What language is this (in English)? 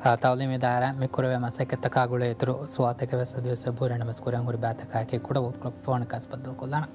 Divehi